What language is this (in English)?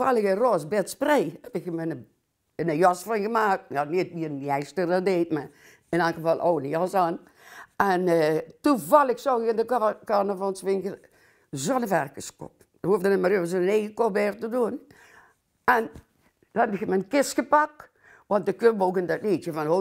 Limburgish